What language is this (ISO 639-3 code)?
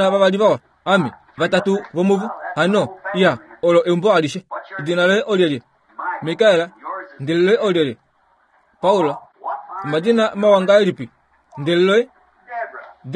kua